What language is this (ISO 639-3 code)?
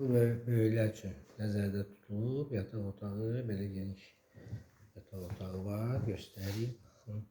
aze